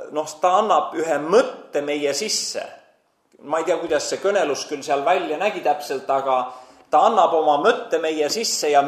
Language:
Estonian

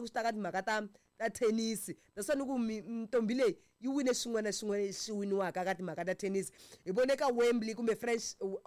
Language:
Tsonga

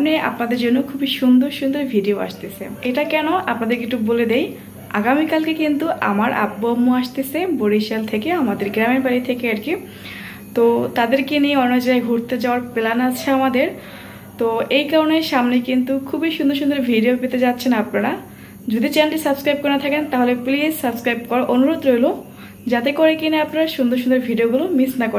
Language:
Bangla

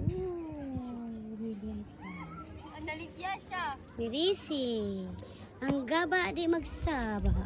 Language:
Cebuano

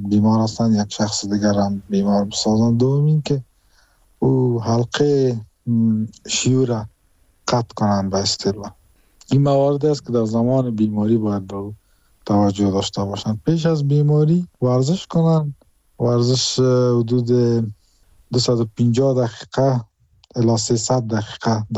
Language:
Persian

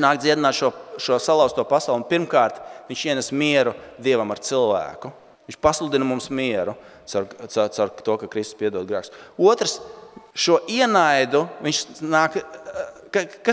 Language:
Latvian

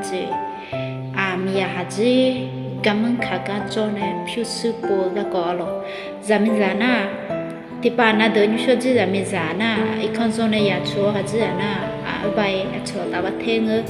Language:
Akha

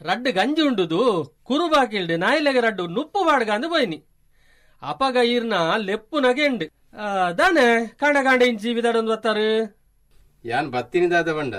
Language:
Tulu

